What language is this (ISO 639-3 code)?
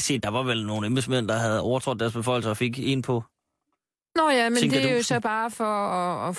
dan